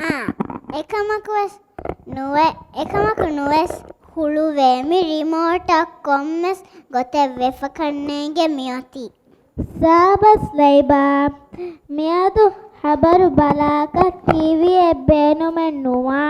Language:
Divehi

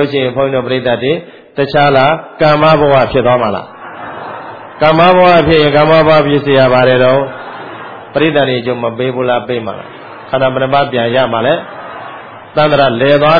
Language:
Burmese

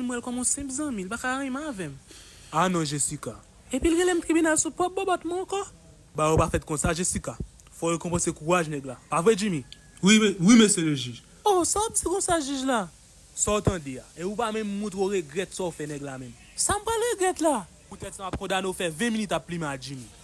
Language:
Haitian Creole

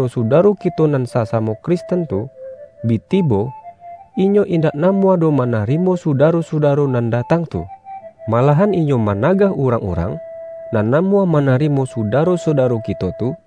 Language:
Minangkabau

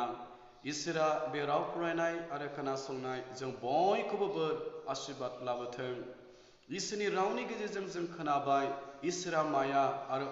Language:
Bodo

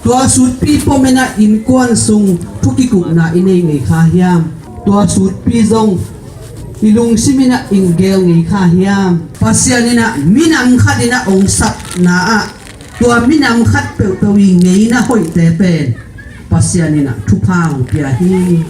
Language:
Tedim Chin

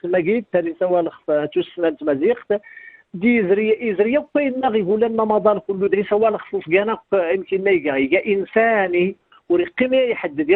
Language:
Kabyle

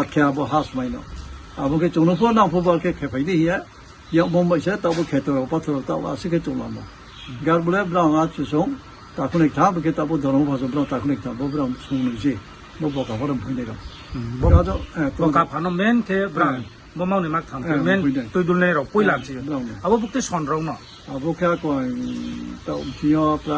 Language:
Riang (India)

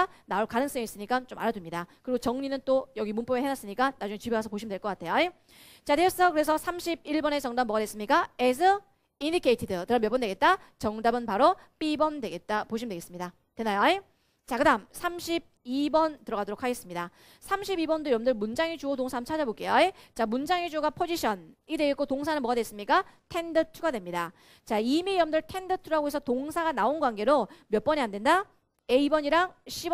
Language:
Korean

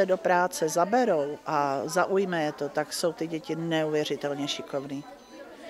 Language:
Czech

